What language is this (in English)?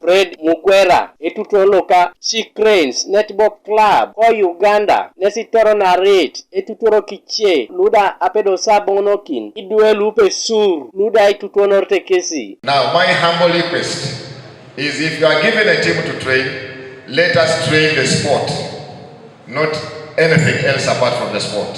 Teso